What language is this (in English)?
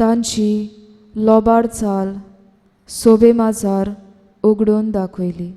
Konkani